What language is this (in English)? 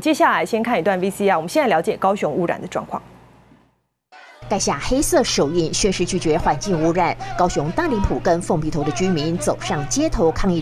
Chinese